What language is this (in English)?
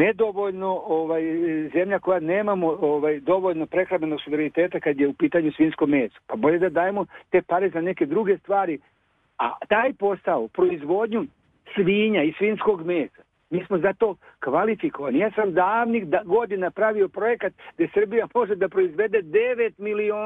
Serbian